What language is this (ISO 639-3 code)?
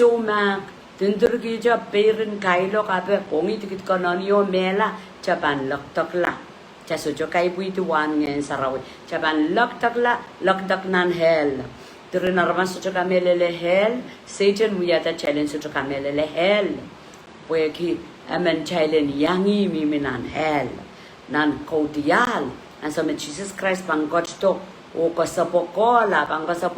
pon